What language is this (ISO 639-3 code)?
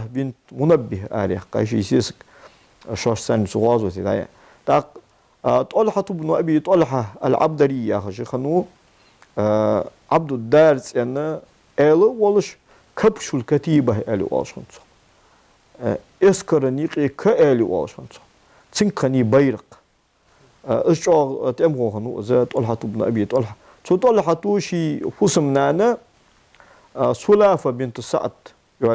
inh